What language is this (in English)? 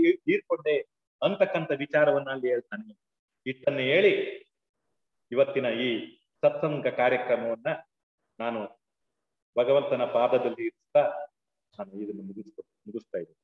Kannada